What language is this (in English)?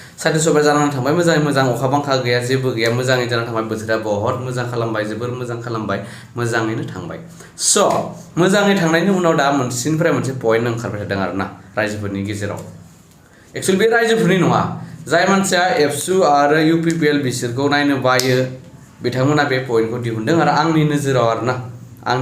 Bodo